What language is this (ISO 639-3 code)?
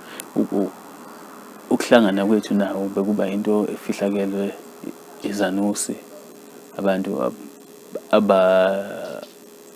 zul